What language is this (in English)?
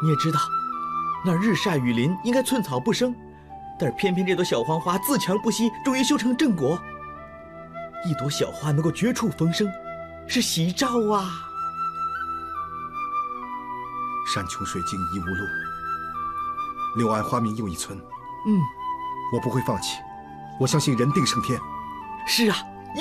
Chinese